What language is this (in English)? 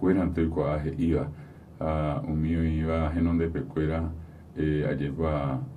Guarani